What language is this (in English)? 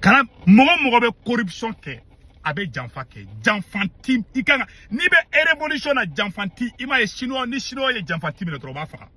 Bambara